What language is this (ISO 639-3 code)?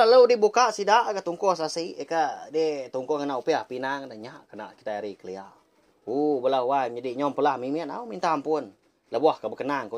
iba